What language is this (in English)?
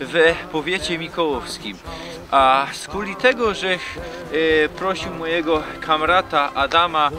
Silesian